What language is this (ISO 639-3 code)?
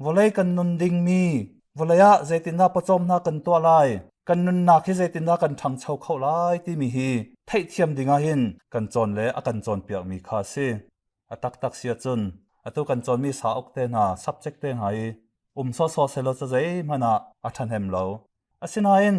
cnh